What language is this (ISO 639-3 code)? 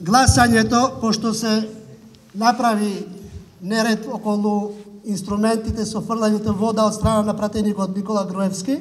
mkd